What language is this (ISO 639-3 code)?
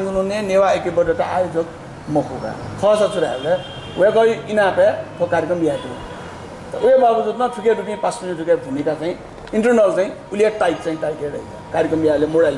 new